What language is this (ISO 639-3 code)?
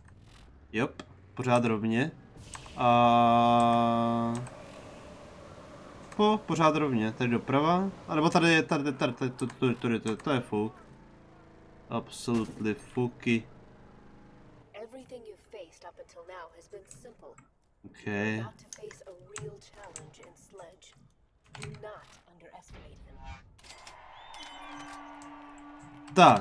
ces